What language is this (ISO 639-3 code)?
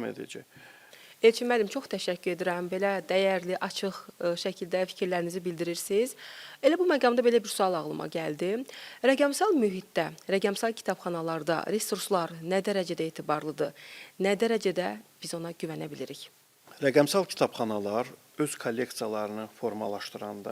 aze